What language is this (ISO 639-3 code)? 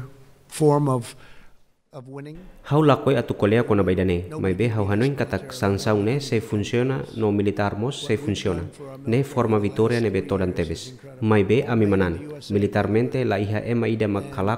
tet